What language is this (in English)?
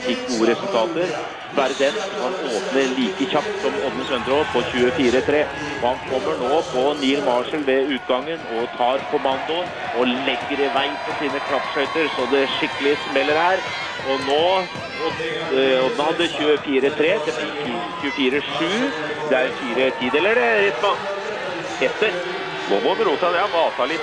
Norwegian